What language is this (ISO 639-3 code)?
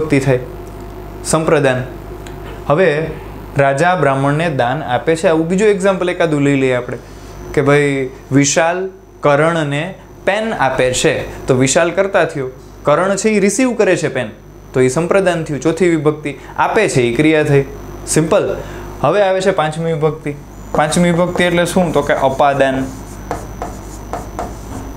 guj